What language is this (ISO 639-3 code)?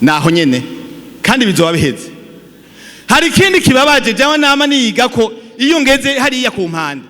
run